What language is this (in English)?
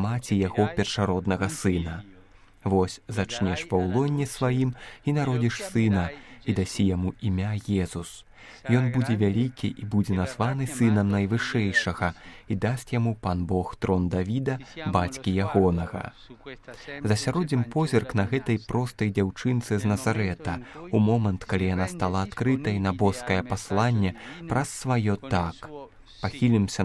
Belarusian